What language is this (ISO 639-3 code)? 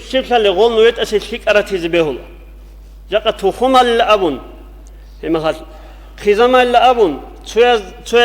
ava